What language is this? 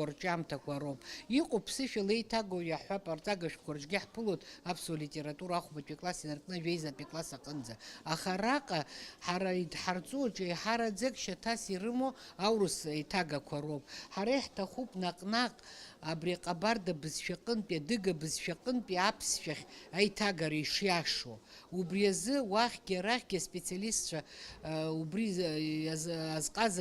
Abkhazian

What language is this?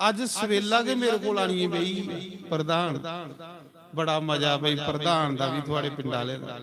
Dogri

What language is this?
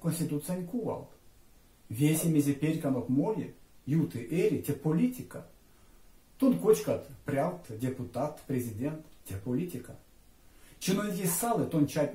Erzya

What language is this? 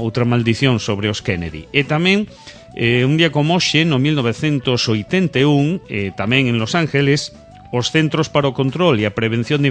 Galician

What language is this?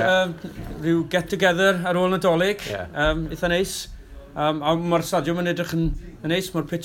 Welsh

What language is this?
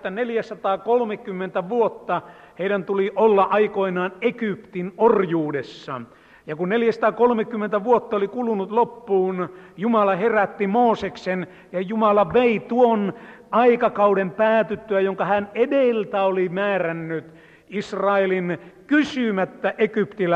Finnish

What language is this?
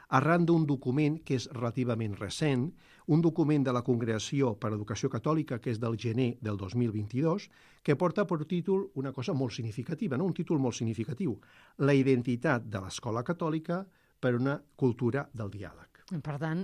Catalan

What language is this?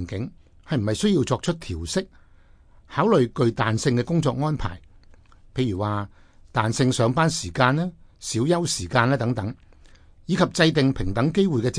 Cantonese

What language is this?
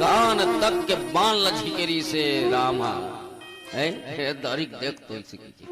Chhattisgarhi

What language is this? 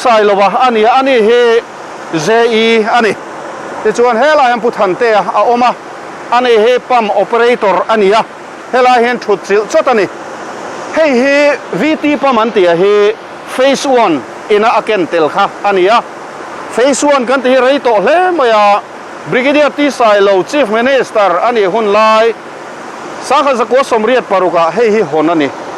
Mizo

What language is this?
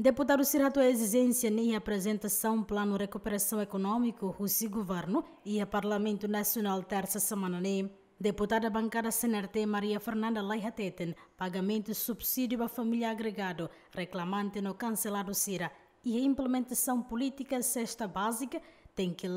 Tetum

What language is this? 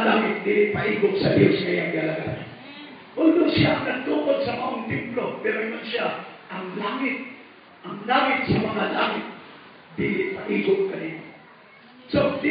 Cebuano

